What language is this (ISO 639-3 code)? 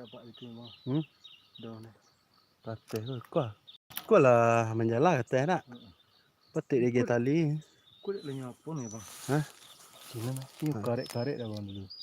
min